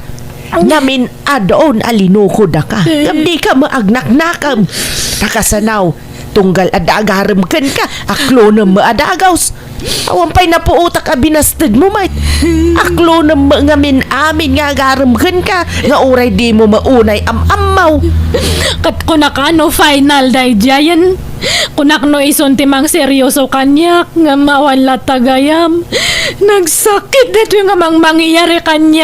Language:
Iloko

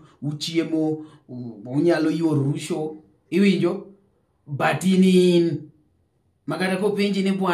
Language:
Luo (Kenya and Tanzania)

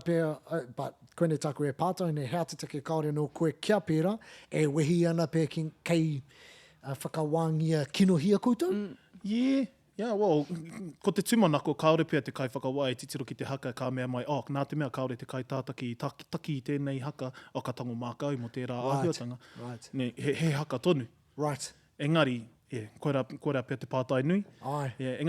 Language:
Māori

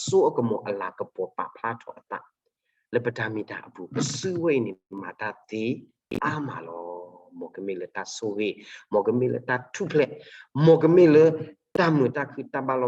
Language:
S'gaw Karen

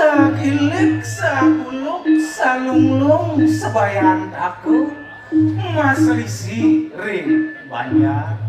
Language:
Balinese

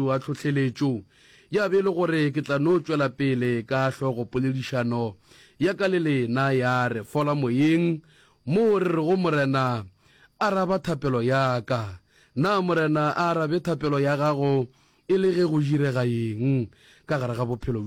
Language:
Northern Sotho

